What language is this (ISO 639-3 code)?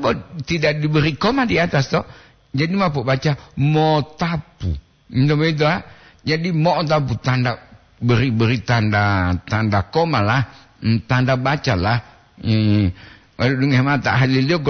gor